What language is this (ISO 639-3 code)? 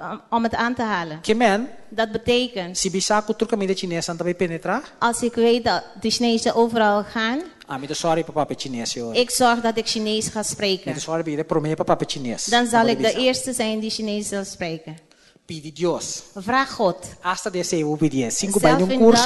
pap